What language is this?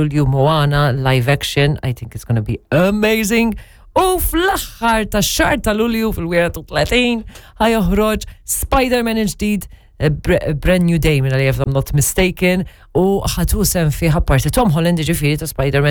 Maltese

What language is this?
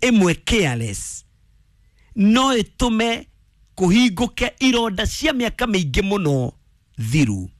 Kikuyu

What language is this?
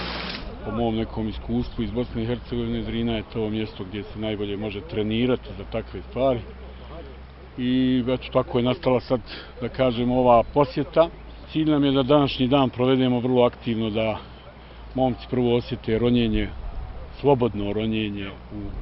Bosnian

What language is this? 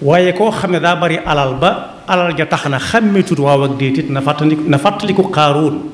Wolof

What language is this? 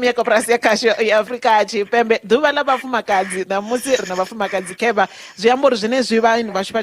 Venda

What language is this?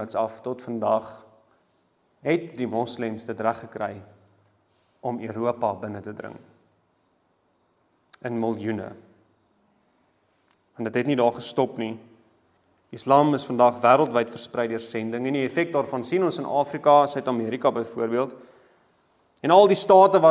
Afrikaans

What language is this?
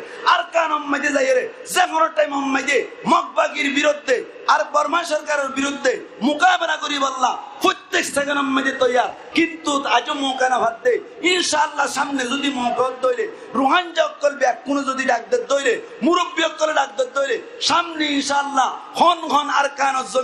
Rohingya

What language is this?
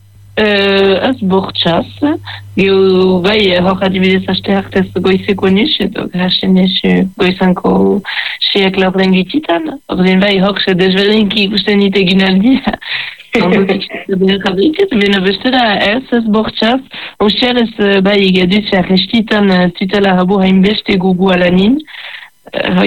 Basque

